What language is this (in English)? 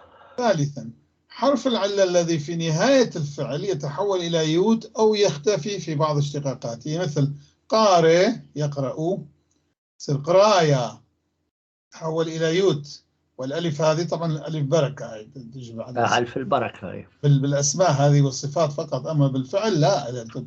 North Levantine Arabic